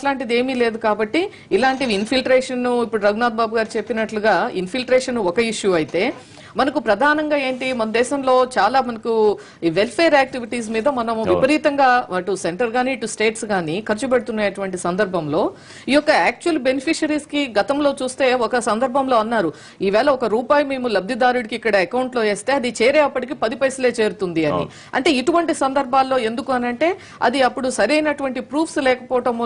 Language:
Telugu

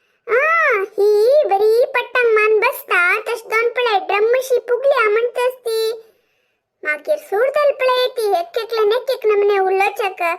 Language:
Konkani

